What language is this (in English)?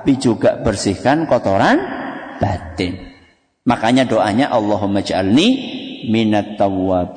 Indonesian